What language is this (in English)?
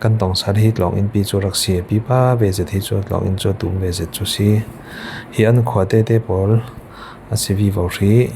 Falam Chin